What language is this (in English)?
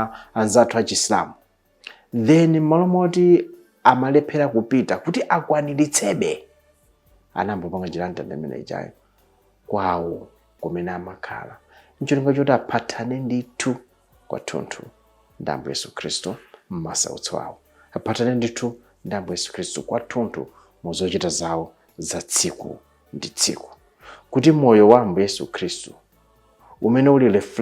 Nyanja